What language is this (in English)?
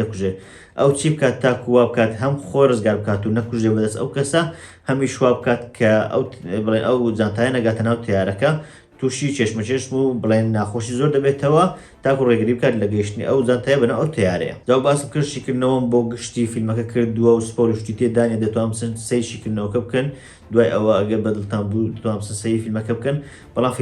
Central Kurdish